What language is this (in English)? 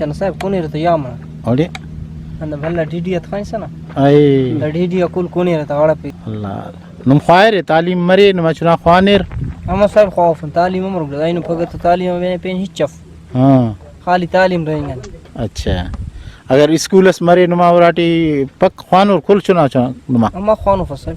Brahui